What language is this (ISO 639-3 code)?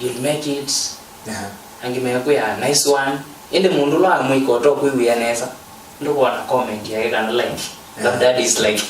kam